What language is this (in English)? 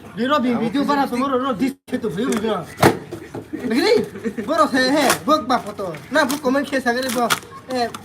Riang (India)